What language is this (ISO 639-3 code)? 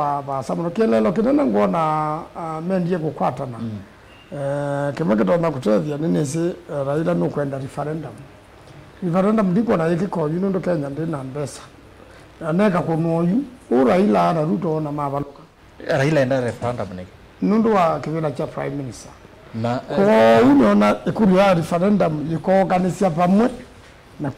kam